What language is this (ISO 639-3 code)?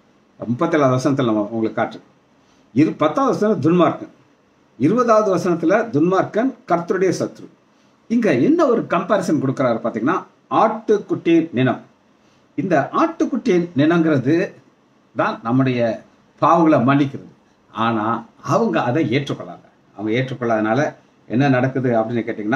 tam